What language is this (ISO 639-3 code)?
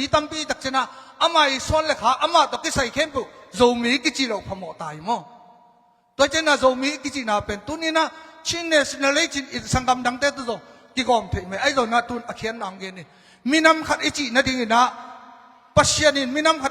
ctd